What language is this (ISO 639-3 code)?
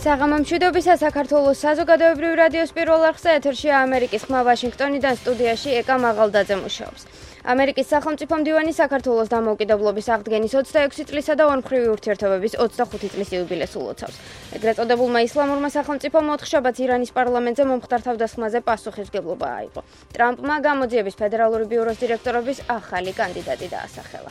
kat